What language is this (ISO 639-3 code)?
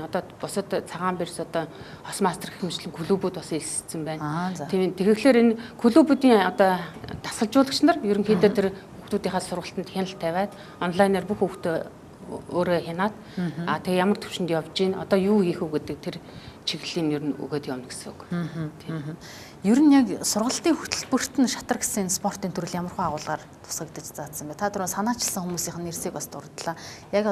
mon